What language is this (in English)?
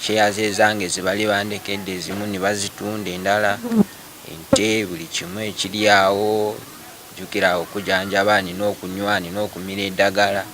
Ganda